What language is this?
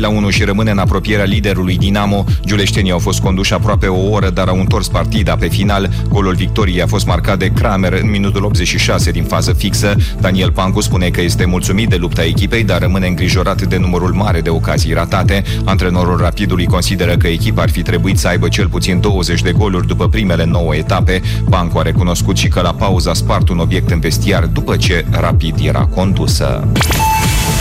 Romanian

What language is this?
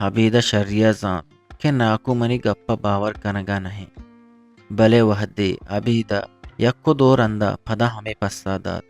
Eastern Balochi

